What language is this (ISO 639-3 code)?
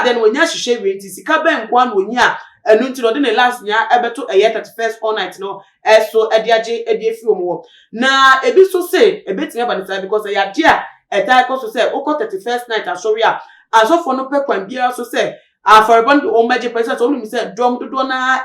aka